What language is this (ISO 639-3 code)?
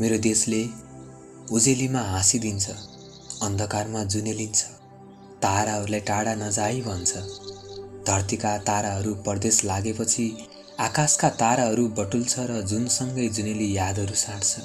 nep